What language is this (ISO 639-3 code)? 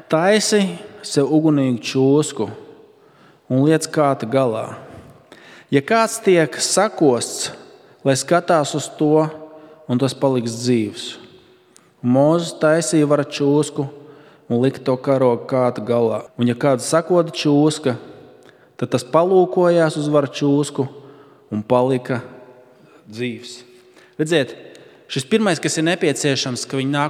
lav